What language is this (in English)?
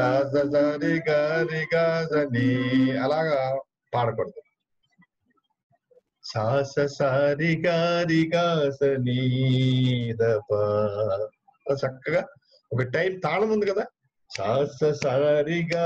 Telugu